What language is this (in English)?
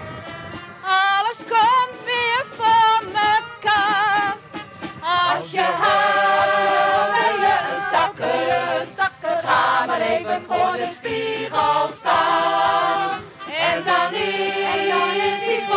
Western Frisian